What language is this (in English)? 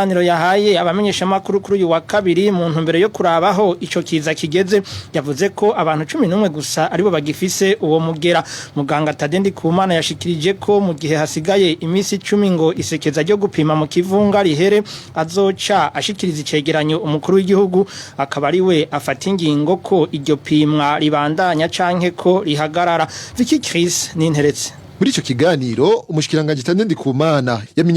Rundi